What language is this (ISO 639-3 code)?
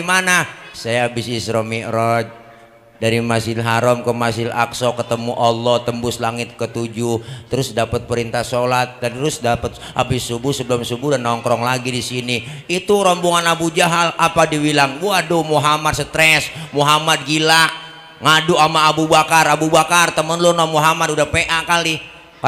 bew